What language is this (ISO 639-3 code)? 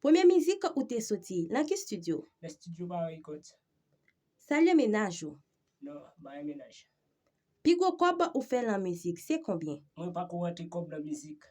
hat